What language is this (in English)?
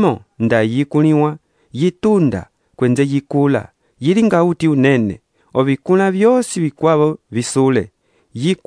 Umbundu